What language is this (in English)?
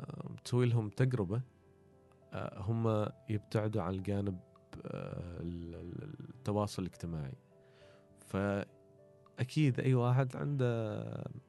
Gulf Arabic